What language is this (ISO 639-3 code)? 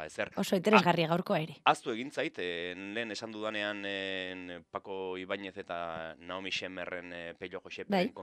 eus